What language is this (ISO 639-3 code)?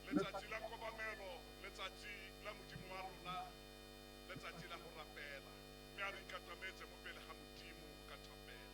tsn